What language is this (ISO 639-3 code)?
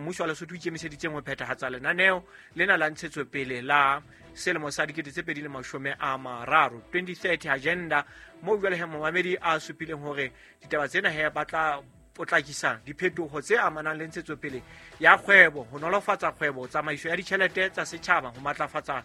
sot